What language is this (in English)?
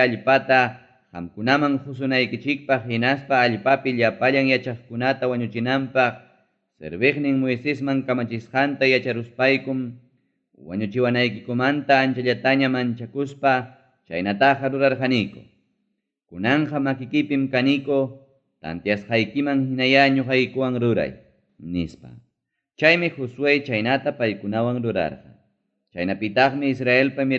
Ayacucho Quechua